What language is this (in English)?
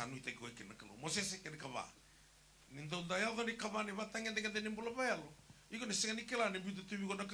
Fijian